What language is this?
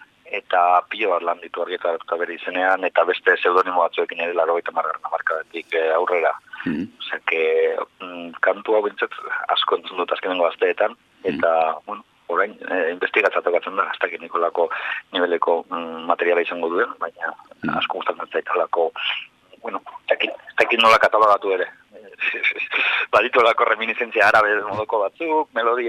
Basque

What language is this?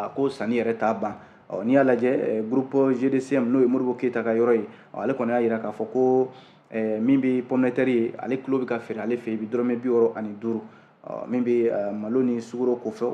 Bambara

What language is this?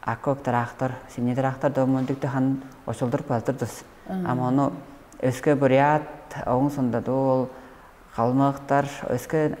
Tuvinian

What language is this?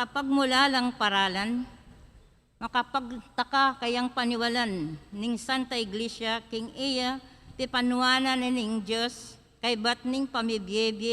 Pampanga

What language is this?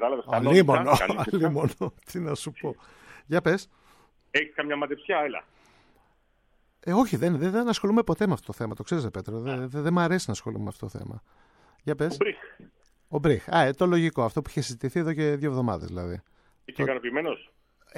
Greek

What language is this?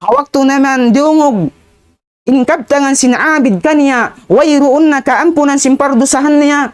Tausug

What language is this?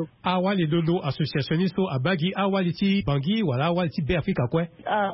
Sango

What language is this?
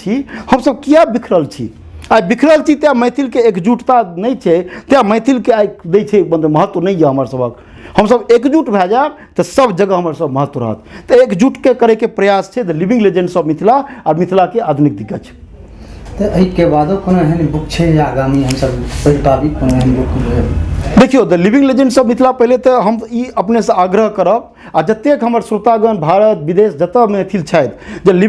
Maithili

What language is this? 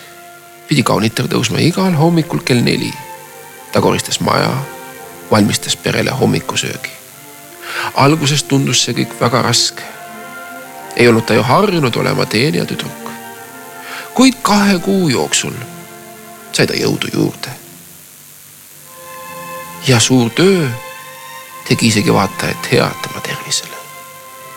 Estonian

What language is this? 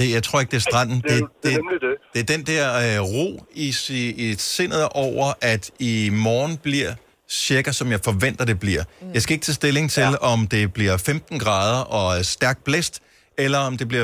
Danish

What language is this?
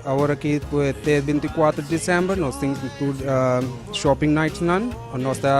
Papiamento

